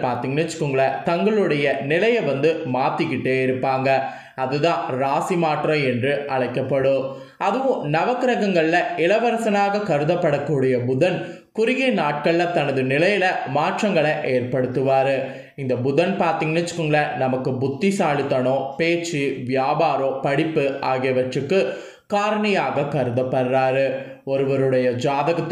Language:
Tamil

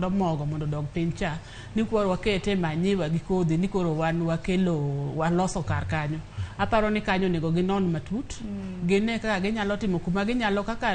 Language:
Luo (Kenya and Tanzania)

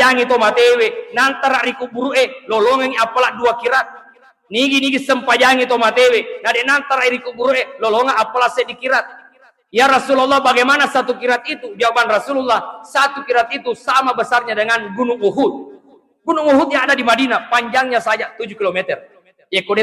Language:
Buginese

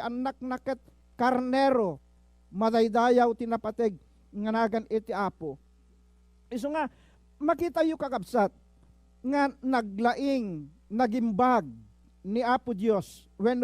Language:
Iloko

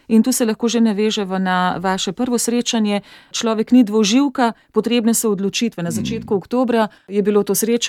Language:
Slovenian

